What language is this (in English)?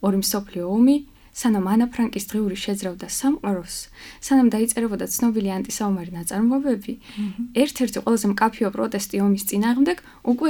Georgian